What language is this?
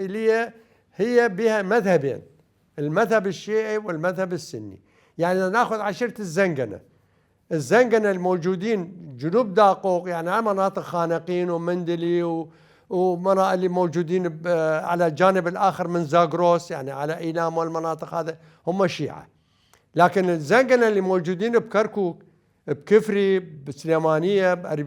Mesopotamian Arabic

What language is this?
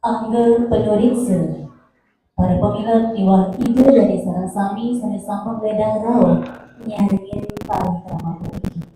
Balinese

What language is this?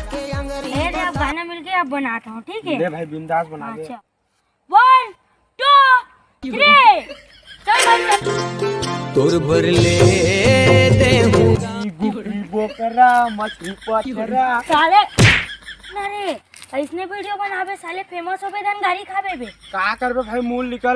Chhattisgarhi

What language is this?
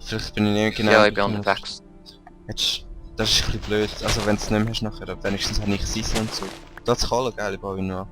Swiss German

